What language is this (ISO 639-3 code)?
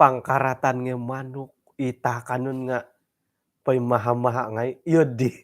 dtp